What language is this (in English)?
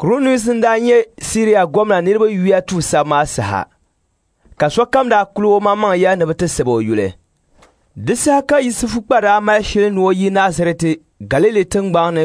Dagbani